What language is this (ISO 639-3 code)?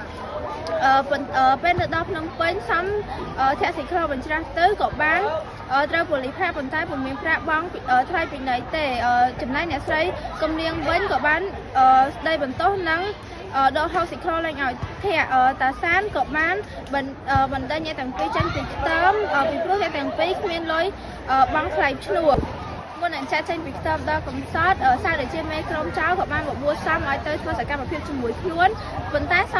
khm